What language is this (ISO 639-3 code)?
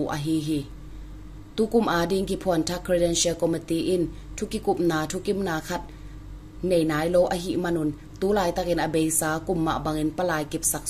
ctd